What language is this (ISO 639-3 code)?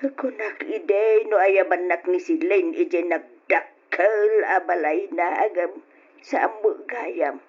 ilo